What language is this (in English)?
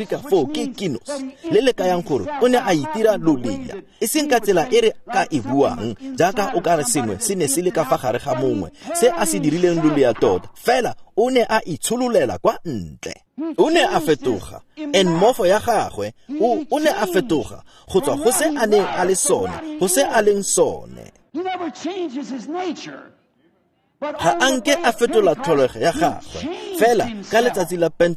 Tswana